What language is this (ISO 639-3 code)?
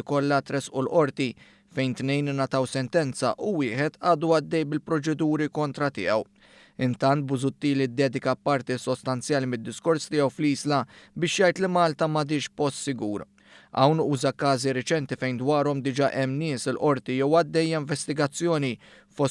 mlt